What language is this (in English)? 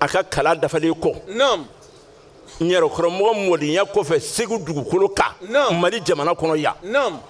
Bambara